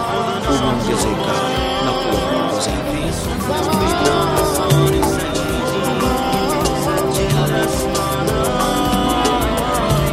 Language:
Swahili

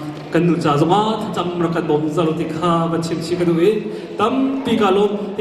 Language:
Hakha Chin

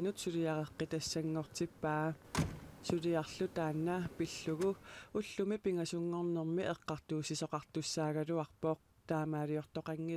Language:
Kalaallisut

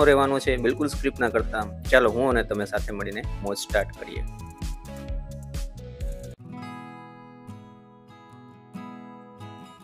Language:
Gujarati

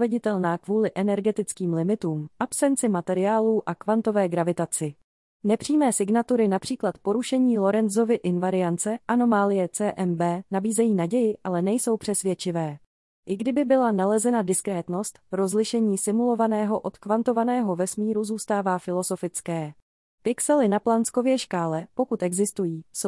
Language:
Czech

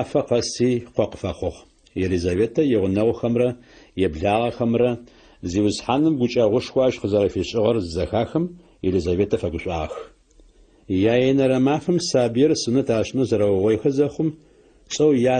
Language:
Adyghe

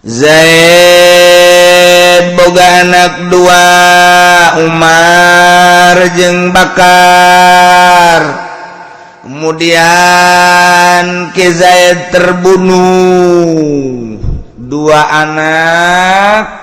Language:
Sundanese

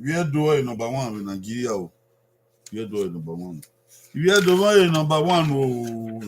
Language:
Bini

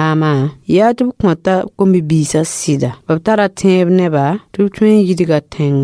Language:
Mossi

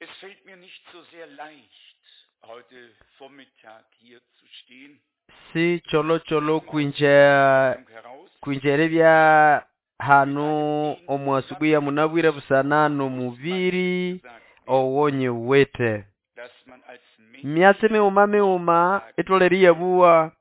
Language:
Nande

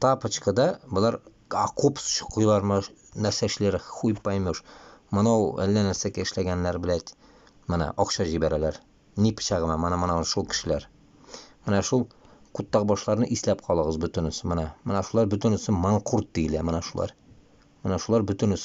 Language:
Bashkir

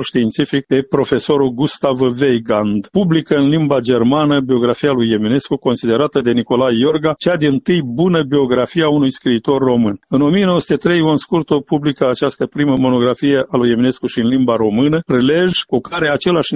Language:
Romanian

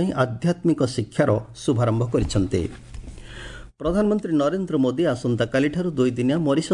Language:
Odia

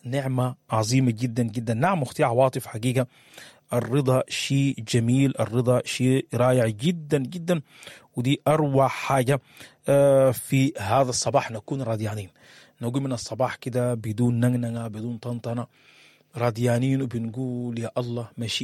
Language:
Sudanese Arabic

